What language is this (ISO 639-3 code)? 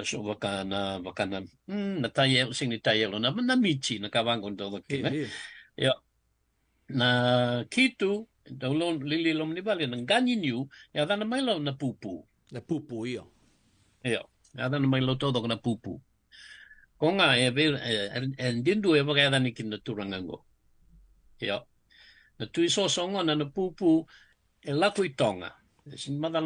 fij